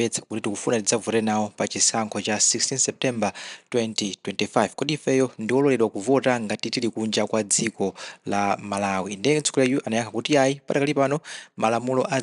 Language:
Nyanja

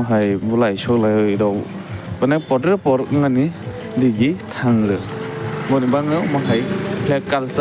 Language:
Kok Borok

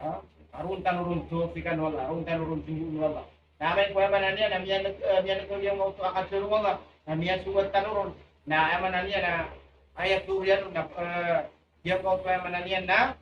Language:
Maranao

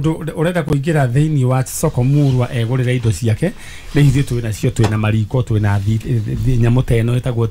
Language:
Kikuyu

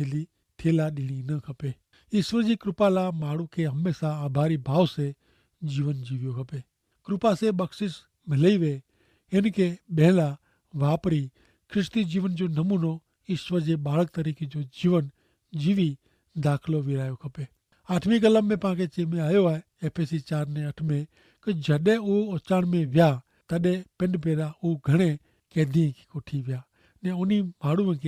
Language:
Kachhi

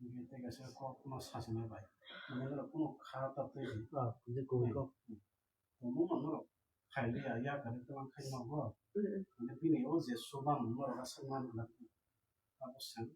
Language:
Kok Borok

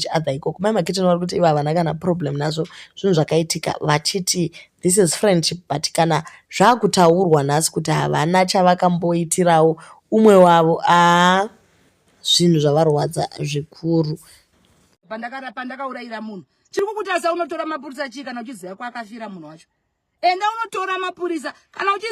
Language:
Shona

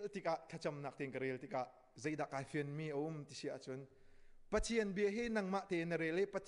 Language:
Hakha Chin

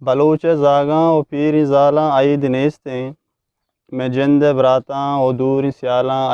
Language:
Eastern Balochi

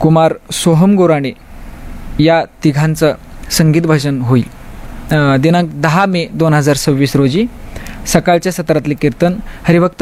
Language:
Marathi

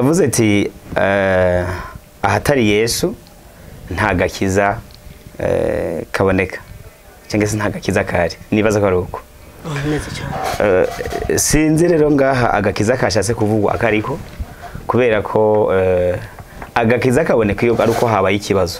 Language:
Rundi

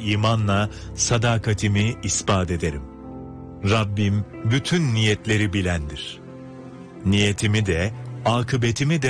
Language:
Turkish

